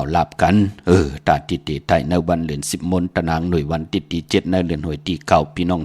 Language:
Shan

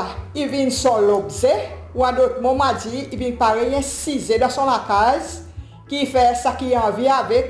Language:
Seselwa Creole French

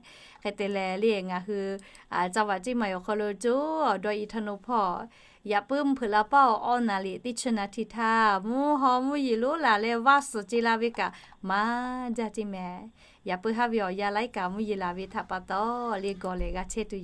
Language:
Lahu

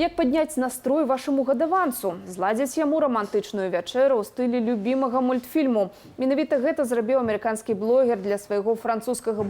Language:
Belarusian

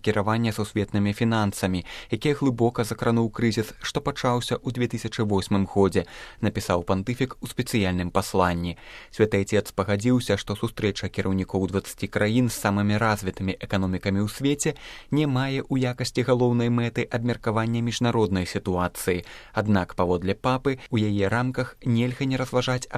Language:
Belarusian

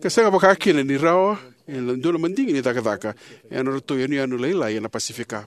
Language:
Fijian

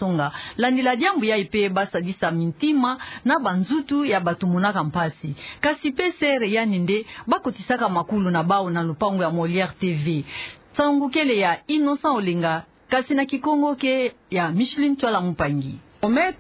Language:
Kituba (Democratic Republic of Congo)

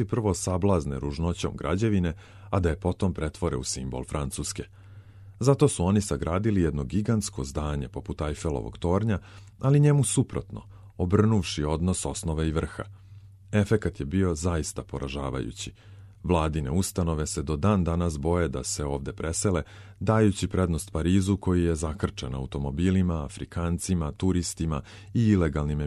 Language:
Serbian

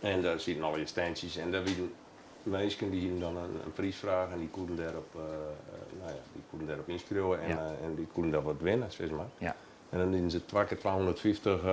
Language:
Western Frisian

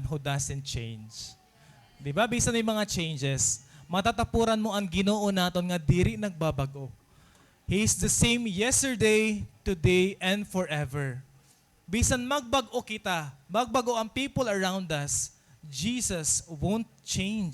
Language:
Waray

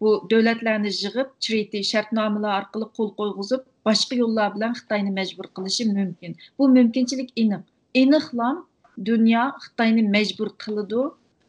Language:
Uyghur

